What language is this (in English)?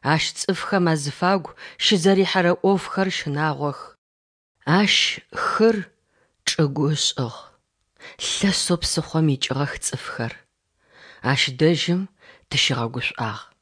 Adyghe